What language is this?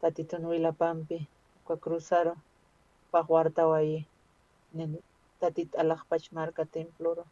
Aymara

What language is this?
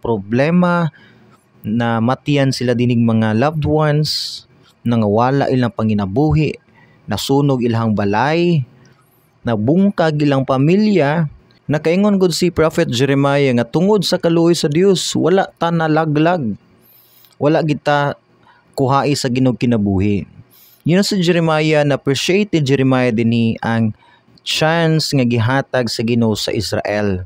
Cebuano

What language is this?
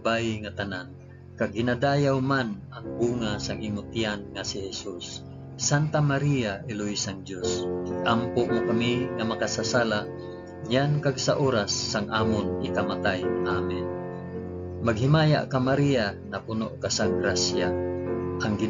Hiligaynon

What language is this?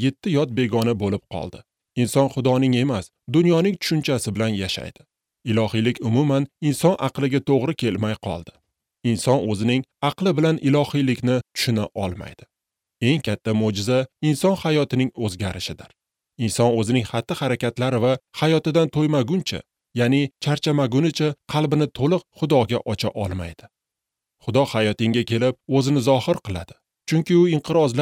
Uzbek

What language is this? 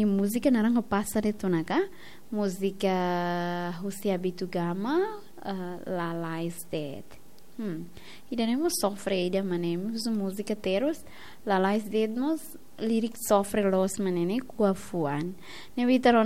Tetum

